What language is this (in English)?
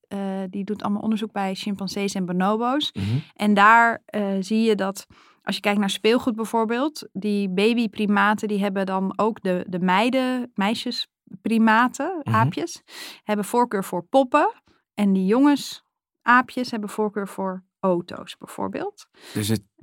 Dutch